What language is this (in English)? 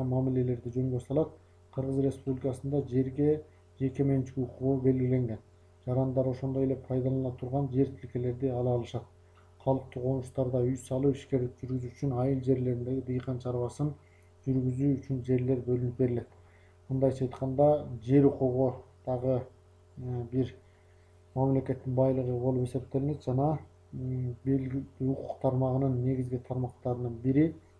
Kyrgyz